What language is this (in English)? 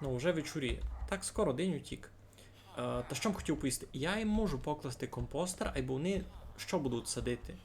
Rusyn